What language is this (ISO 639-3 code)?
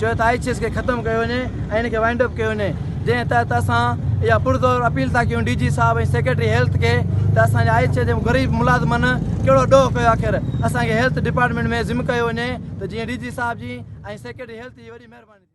snd